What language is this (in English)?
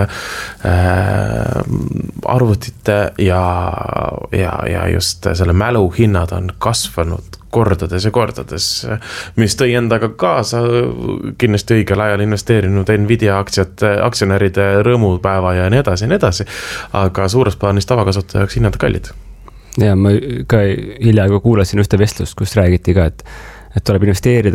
Estonian